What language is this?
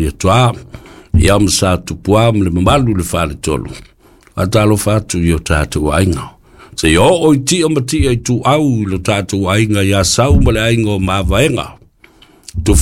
Samoan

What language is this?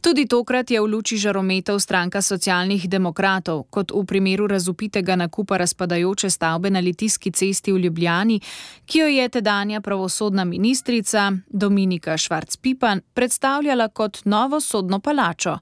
Slovenian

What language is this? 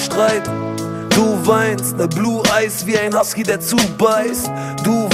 German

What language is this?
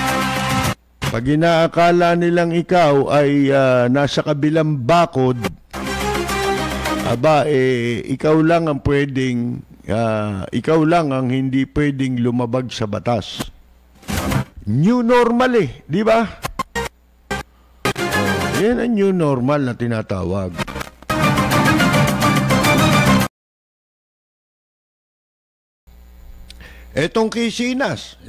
Filipino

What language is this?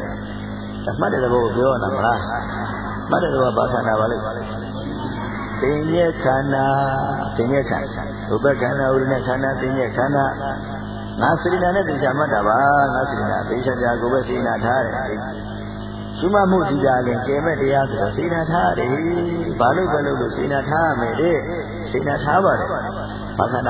Burmese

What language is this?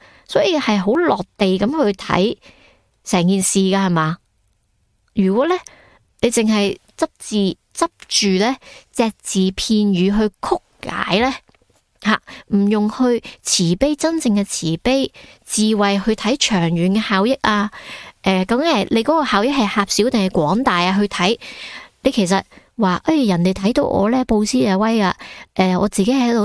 Cantonese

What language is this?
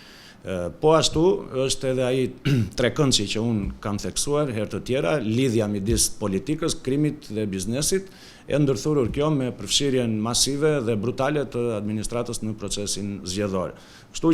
Albanian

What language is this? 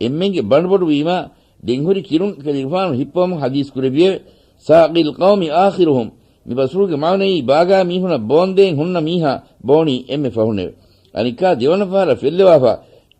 Divehi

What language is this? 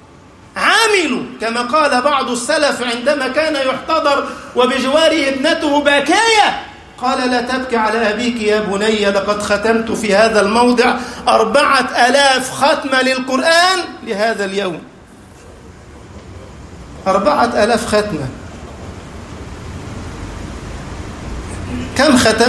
Arabic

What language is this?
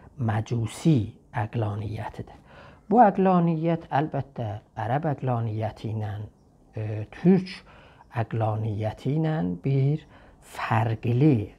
South Azerbaijani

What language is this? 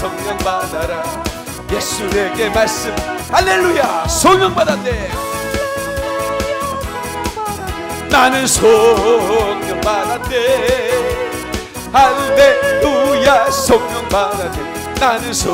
Korean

